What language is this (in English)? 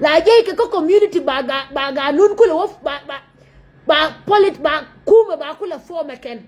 Nuer